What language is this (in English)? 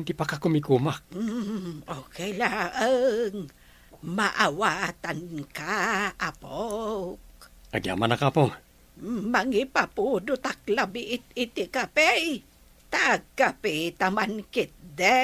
Iloko